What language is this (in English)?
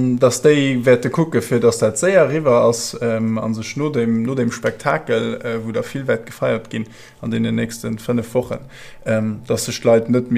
Luxembourgish